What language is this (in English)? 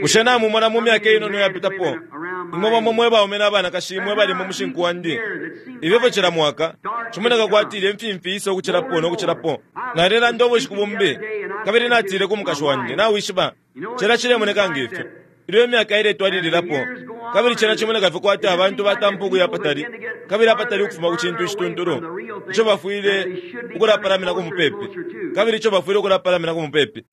Bemba